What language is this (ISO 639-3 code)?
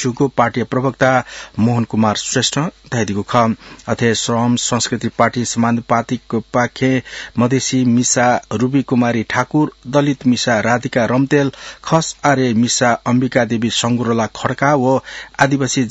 new